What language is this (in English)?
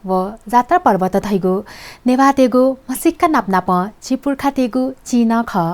Newari